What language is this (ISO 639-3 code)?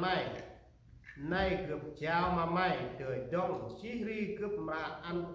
cmo